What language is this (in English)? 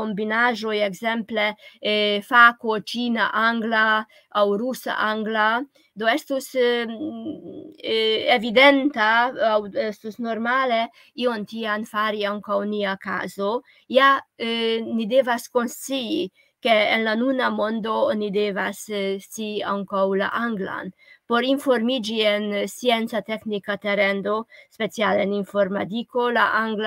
Esperanto